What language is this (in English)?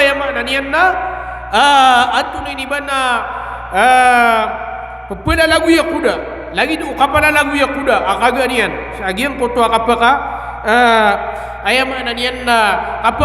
Maranao